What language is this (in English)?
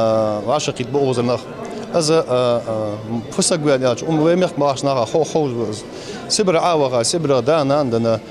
Ingush